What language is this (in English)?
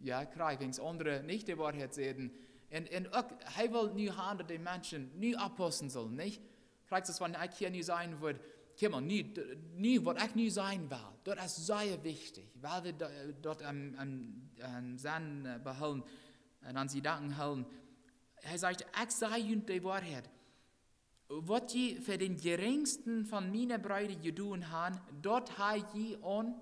Plautdietsch